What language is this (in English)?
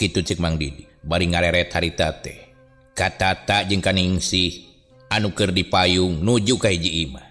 Sundanese